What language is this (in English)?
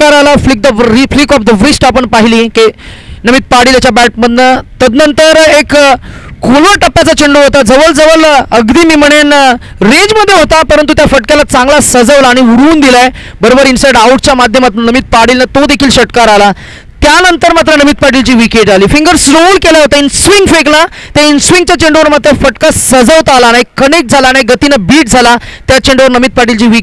Marathi